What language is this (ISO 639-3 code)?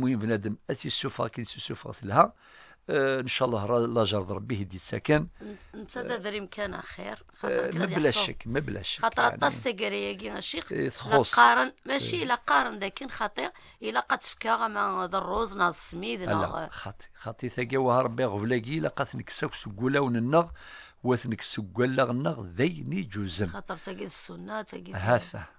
kab